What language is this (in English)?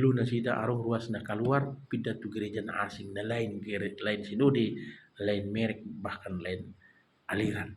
Batak Toba